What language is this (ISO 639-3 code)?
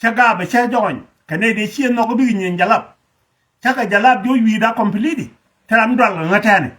nus